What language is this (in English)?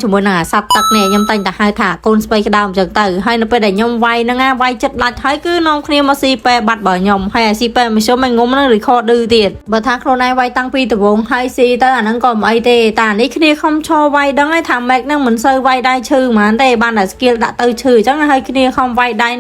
Khmer